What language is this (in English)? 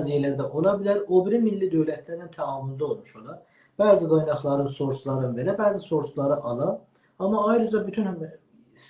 South Azerbaijani